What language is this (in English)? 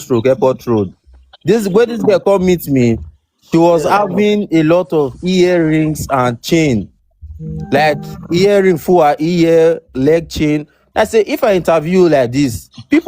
Nigerian Pidgin